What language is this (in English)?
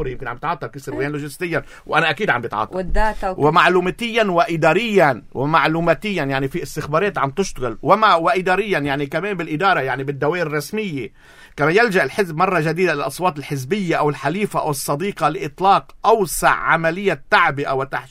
North Levantine Arabic